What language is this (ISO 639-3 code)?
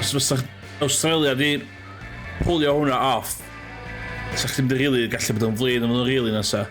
cym